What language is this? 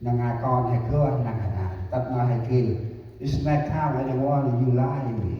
Central Mnong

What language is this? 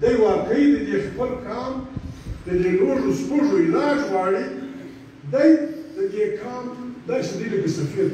Pashto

